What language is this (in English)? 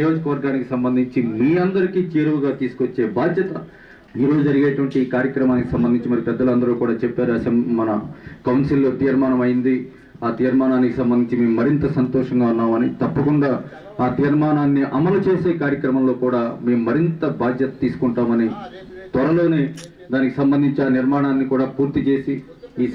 Telugu